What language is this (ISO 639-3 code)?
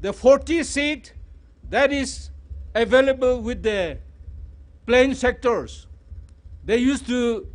nmf